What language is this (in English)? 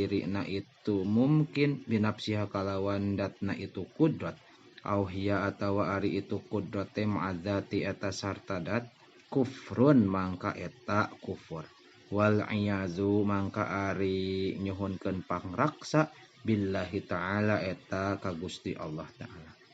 Sundanese